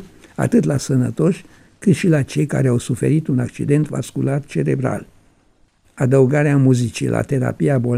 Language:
Romanian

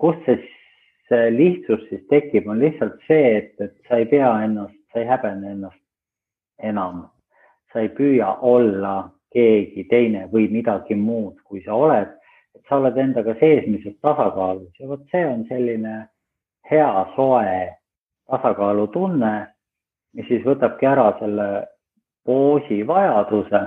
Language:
Estonian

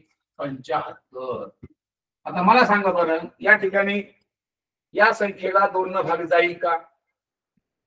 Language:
Marathi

